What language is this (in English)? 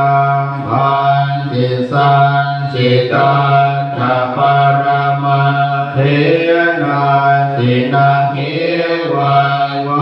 Pali